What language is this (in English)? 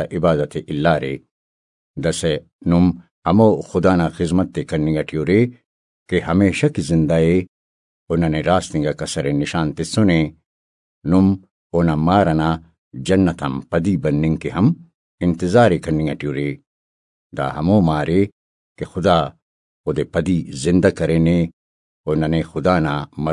Brahui